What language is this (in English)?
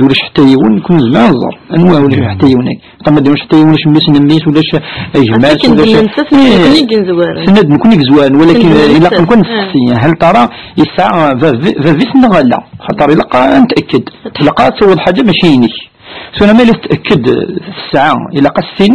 Kabyle